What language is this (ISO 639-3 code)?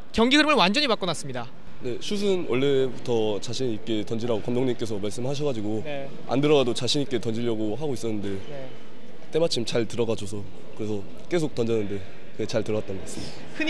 kor